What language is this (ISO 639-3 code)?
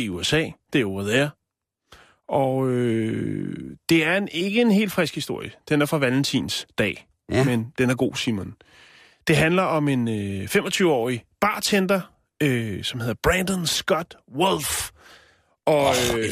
dan